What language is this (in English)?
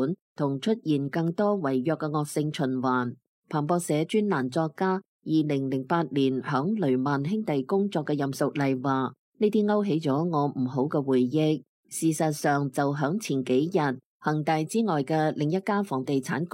Cantonese